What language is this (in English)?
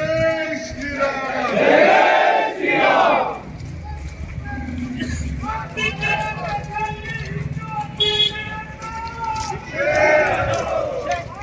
Marathi